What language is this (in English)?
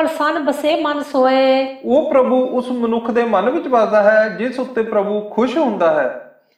Punjabi